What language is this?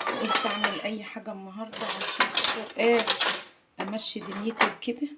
Egyptian Arabic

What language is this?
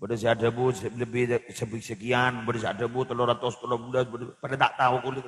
Madurese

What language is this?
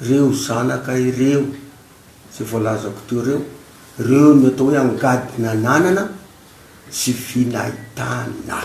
Malagasy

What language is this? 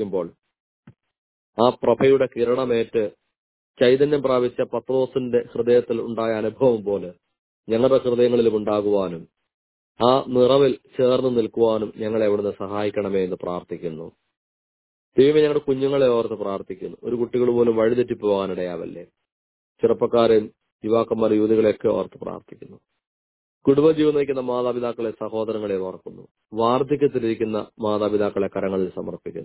Malayalam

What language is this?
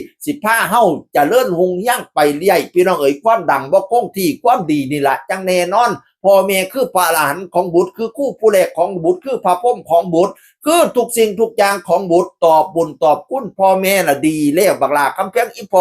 Northeastern Thai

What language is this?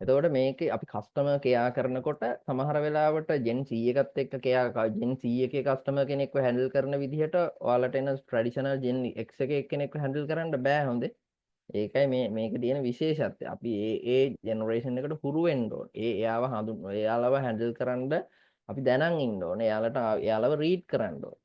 Sinhala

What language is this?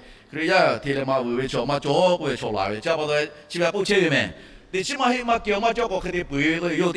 Lahu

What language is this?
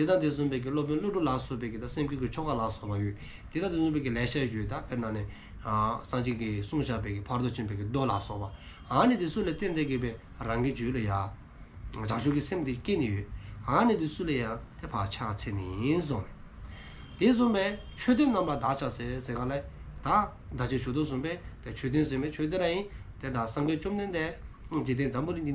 Dzongkha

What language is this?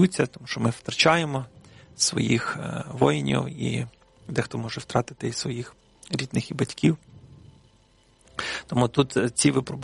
Ukrainian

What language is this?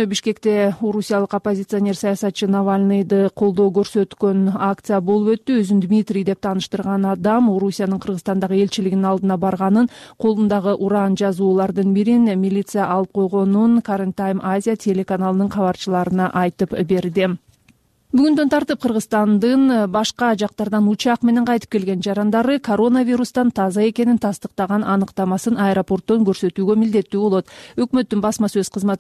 Kyrgyz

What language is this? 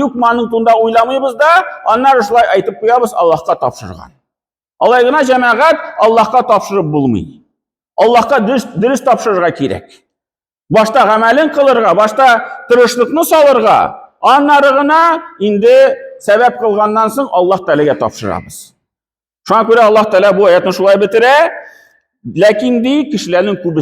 Tatar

